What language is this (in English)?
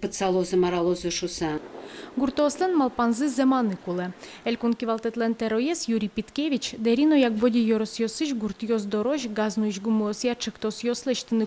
Udmurt